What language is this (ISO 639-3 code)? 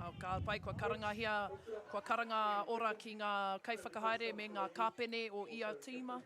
mri